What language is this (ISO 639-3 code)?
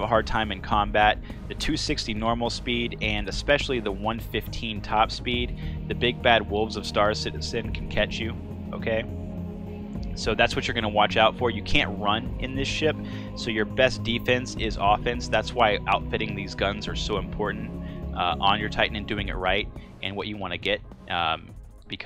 eng